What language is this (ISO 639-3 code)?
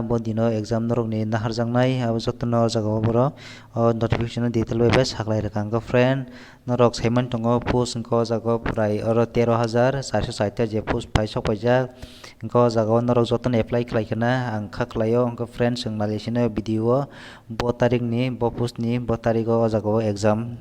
trp